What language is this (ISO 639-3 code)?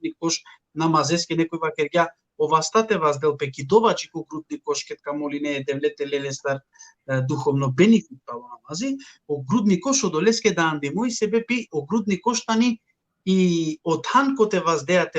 rmn